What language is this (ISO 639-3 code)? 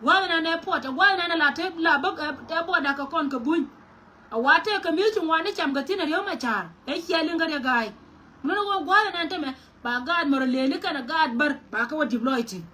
nus